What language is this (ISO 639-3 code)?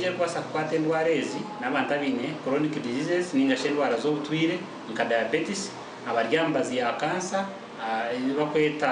nyn